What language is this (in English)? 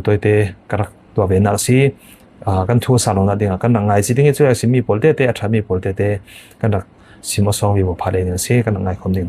Falam Chin